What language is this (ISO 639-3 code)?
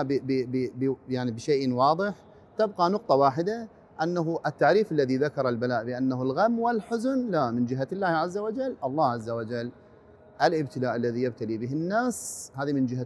ara